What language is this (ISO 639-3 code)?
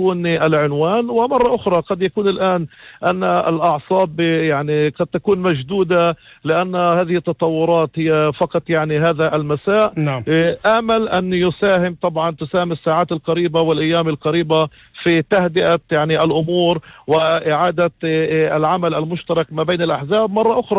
apc